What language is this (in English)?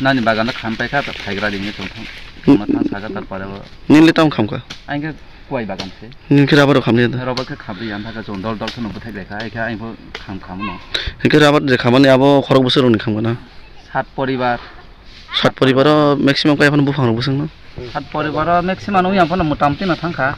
Kok Borok